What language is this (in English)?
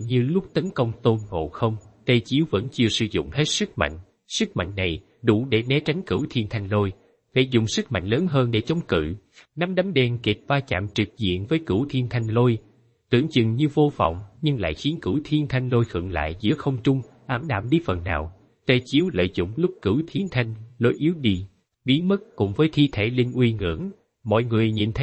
Vietnamese